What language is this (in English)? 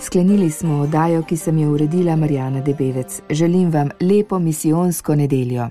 Slovenian